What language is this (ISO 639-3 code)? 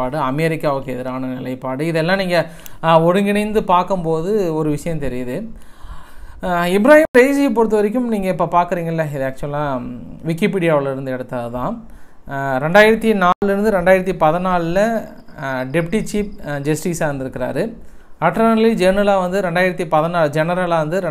tam